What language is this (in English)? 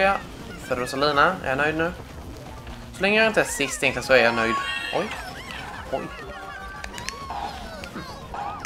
Swedish